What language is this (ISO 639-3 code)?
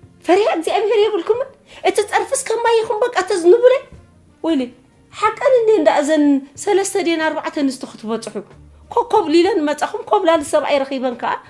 tir